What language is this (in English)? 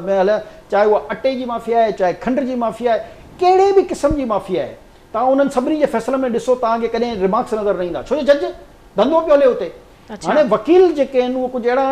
Sindhi